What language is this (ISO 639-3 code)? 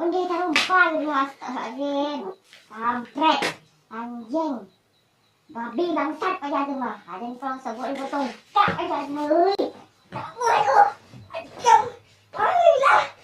min